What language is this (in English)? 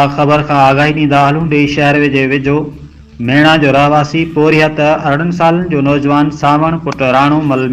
Sindhi